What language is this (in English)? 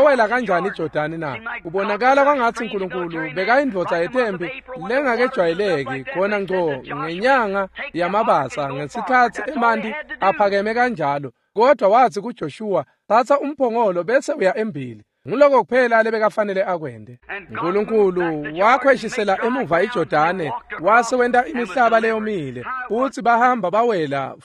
Swati